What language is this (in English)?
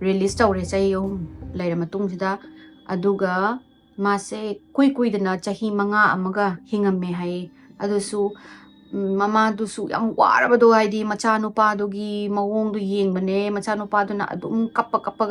Manipuri